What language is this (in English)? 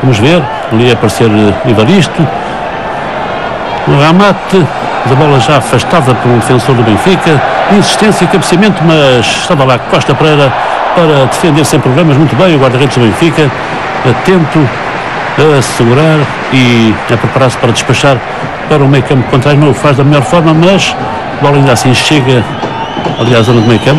Portuguese